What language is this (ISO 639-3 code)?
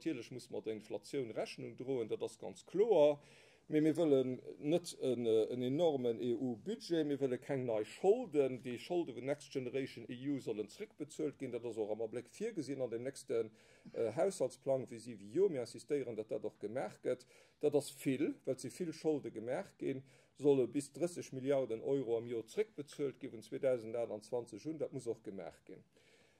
ltz